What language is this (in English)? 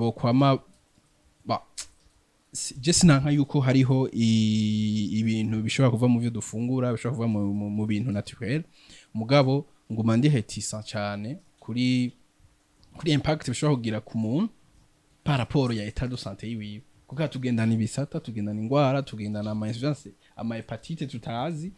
Rundi